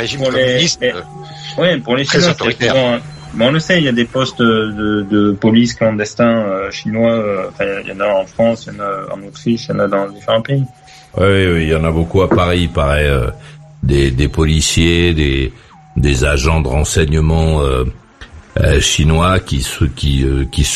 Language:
French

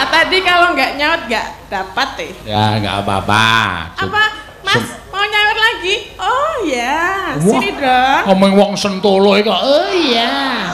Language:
Javanese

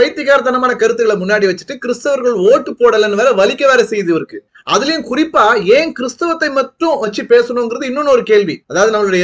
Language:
Tamil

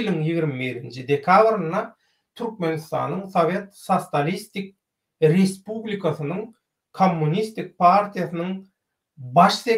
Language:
Turkmen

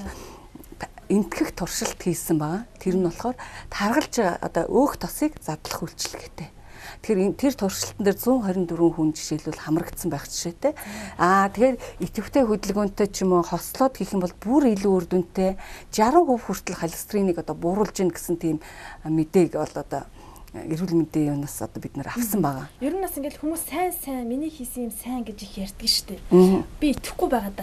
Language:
Mongolian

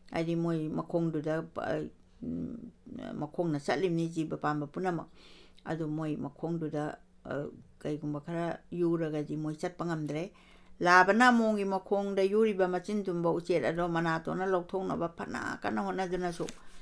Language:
Manipuri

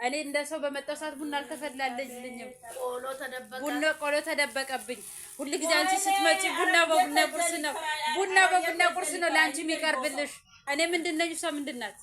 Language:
Amharic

